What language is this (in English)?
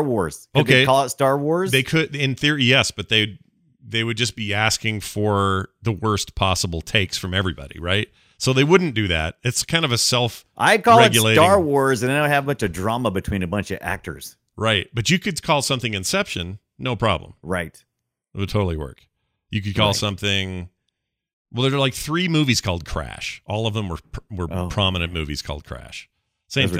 English